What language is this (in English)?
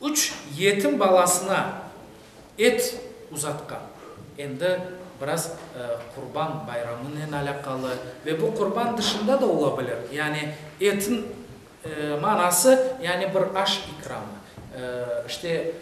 Crimean Tatar